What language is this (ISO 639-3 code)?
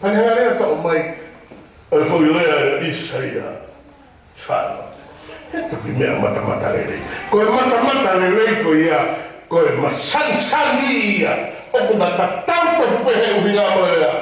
ton